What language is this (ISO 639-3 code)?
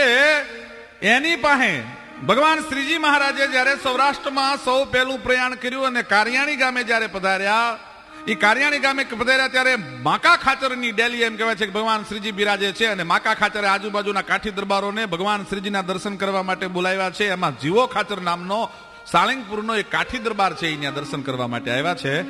guj